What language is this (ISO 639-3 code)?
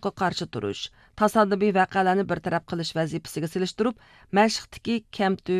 uig